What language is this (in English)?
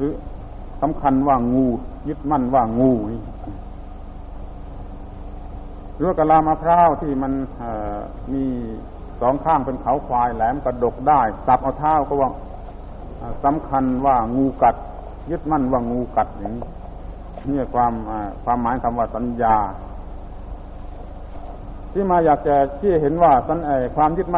Thai